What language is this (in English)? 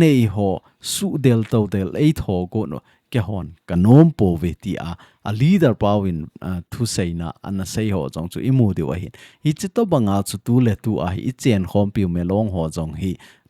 Thado Chin